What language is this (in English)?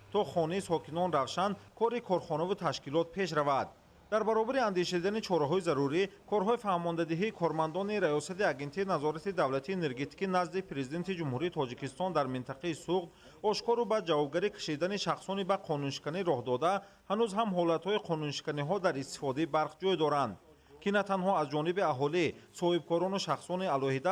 Tajik